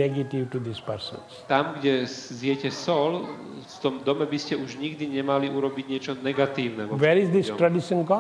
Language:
Slovak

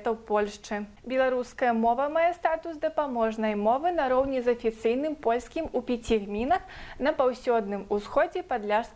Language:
Belarusian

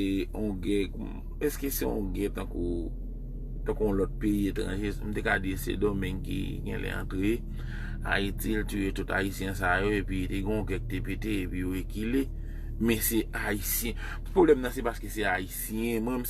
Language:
Haitian Creole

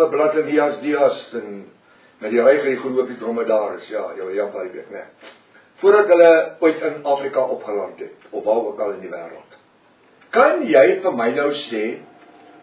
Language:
Afrikaans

